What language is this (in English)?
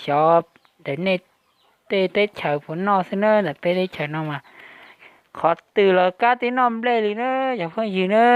Hmong